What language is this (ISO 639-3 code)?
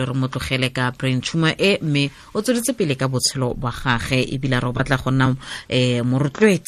tsn